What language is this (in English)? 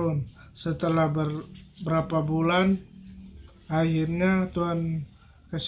Manado Malay